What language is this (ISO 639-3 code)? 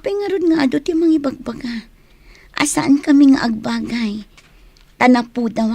ilo